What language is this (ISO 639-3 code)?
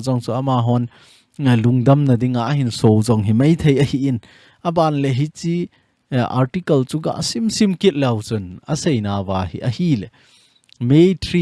tcz